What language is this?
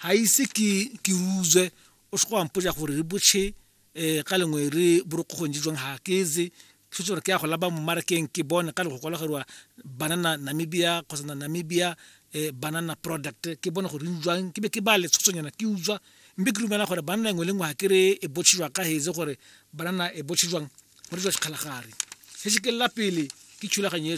Tswana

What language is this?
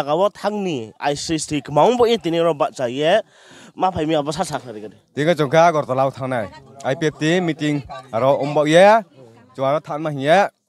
Riang (India)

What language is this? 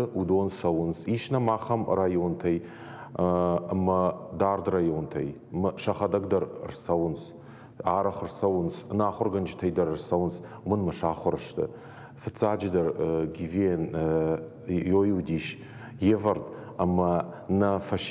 Ossetic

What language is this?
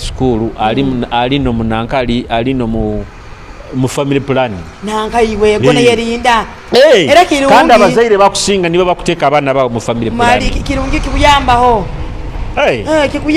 Nyoro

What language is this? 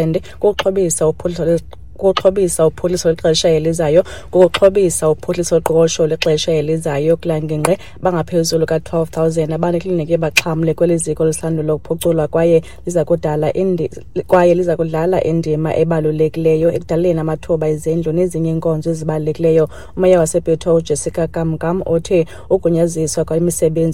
Xhosa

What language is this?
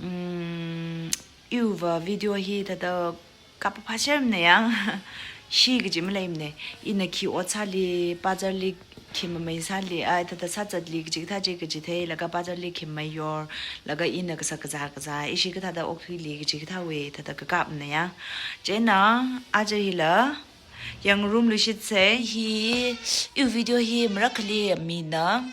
Tangkhul Naga (India)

